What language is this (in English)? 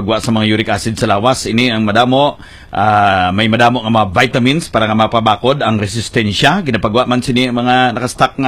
Hiligaynon